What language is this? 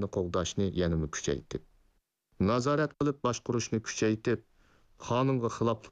Uyghur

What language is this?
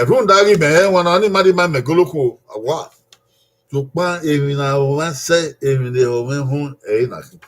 Bini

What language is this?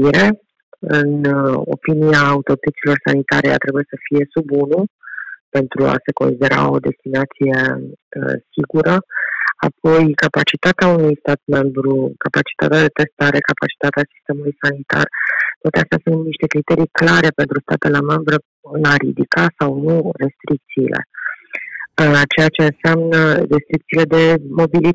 Romanian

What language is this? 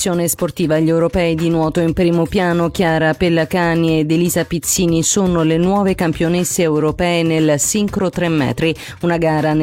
Italian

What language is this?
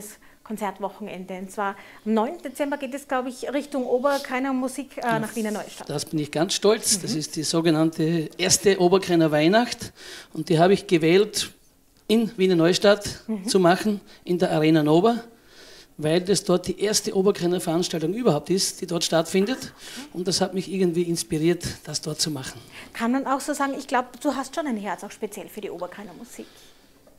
German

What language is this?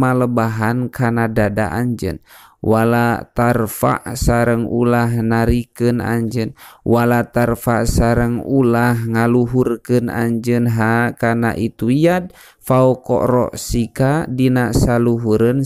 Sundanese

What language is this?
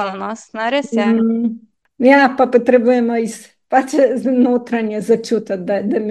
Slovenian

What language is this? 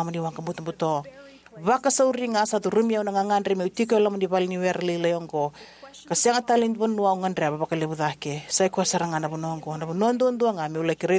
Fijian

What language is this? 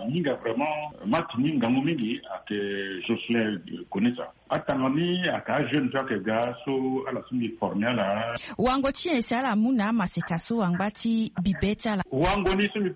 Sango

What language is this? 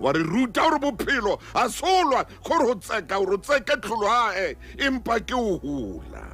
Southern Sotho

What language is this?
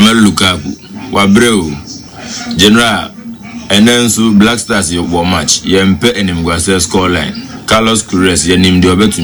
Akan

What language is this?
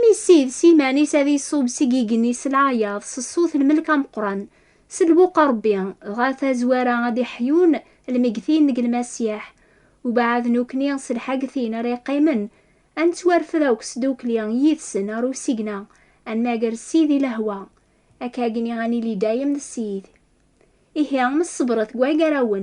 Kabyle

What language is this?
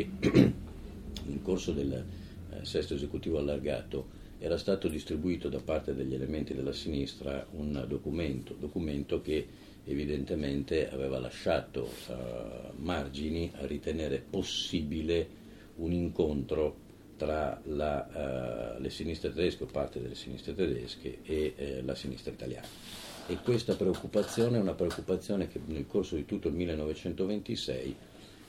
Italian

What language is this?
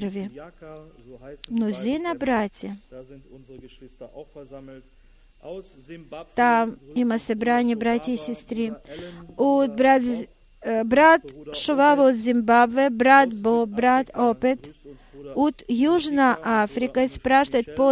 Bulgarian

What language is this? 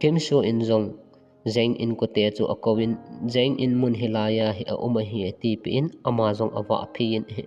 Thado Chin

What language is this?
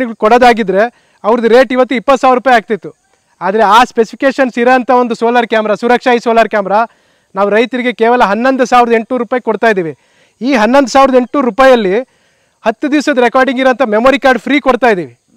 Kannada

